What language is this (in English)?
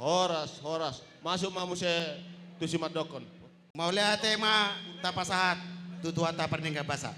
Batak Toba